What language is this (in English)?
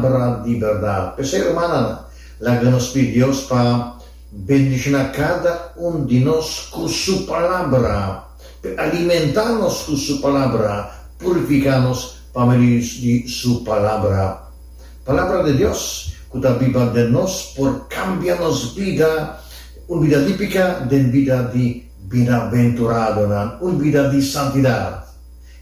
Papiamento